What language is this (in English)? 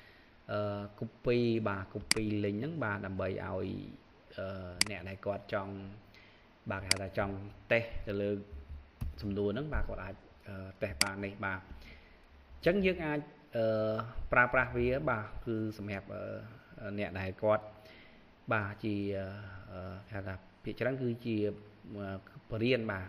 Khmer